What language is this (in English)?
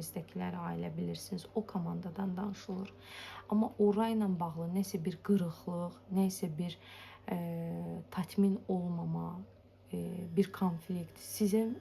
Azerbaijani